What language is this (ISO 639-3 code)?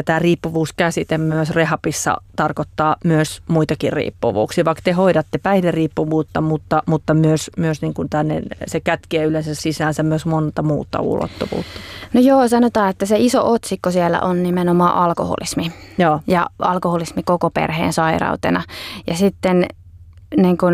fin